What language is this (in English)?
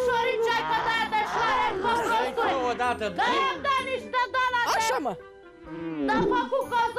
Romanian